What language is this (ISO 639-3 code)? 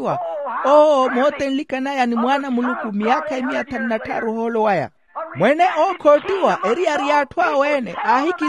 vmw